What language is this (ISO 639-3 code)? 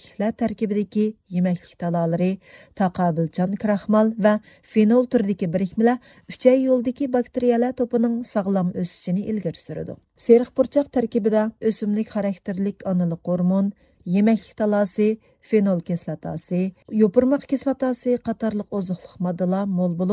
uig